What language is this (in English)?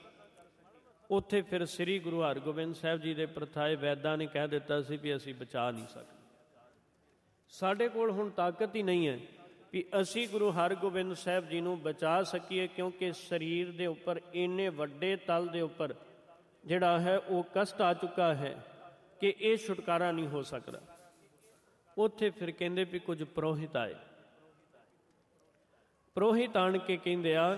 Punjabi